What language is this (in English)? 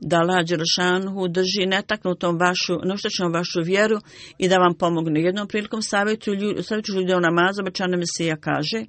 Bosnian